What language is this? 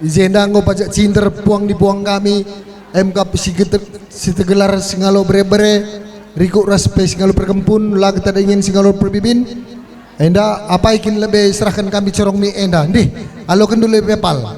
Batak Karo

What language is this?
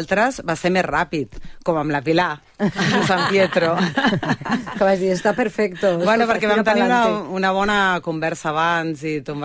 Catalan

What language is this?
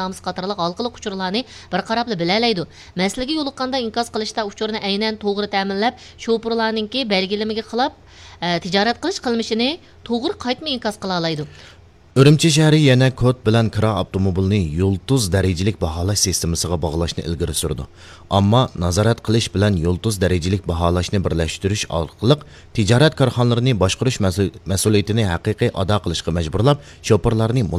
Uyghur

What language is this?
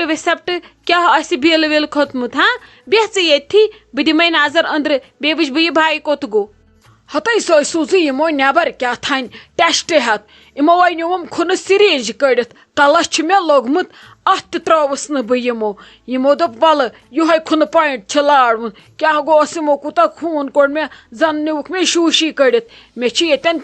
Kashmiri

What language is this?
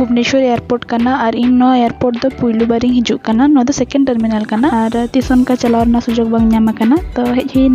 Santali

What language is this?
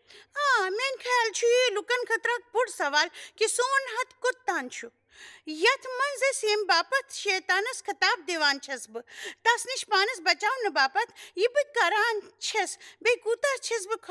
Kashmiri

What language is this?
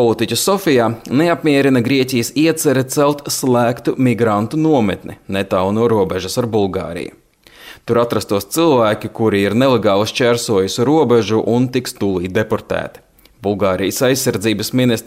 Latvian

